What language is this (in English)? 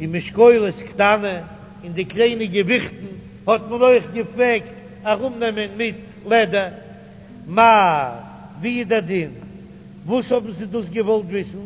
Yiddish